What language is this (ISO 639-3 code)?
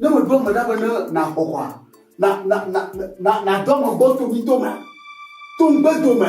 ewe